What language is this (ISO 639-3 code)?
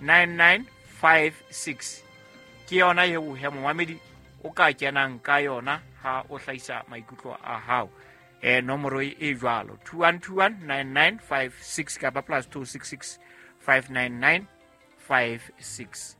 sot